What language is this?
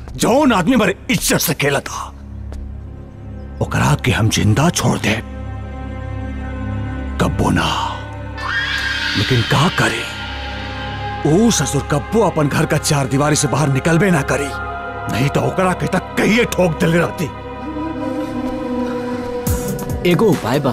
Bhojpuri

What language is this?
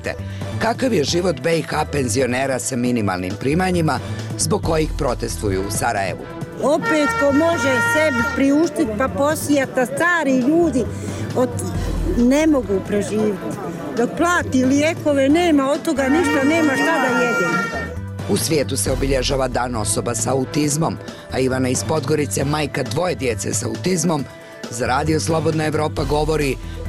Bosnian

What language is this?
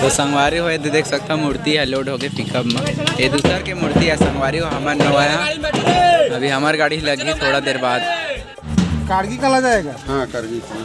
Chhattisgarhi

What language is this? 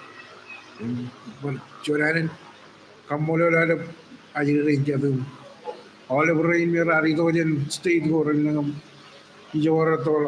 Marshallese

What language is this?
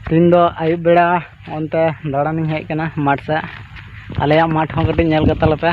Santali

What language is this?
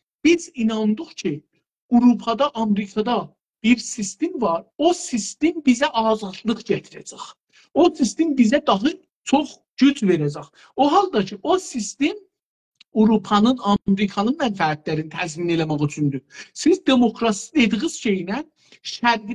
South Azerbaijani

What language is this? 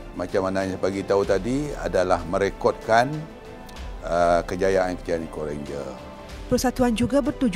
Malay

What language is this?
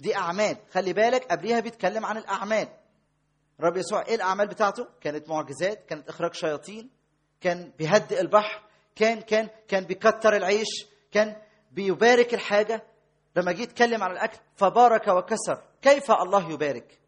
Egyptian Arabic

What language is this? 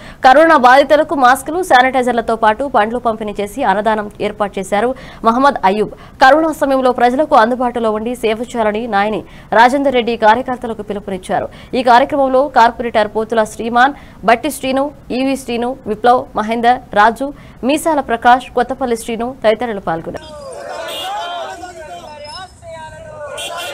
Telugu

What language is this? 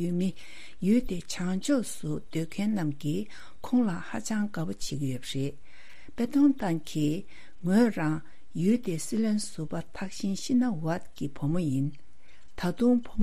Tibetan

